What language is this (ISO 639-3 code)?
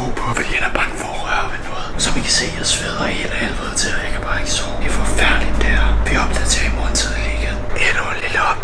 dan